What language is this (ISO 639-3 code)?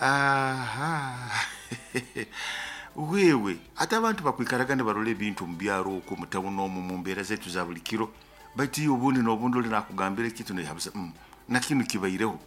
nyo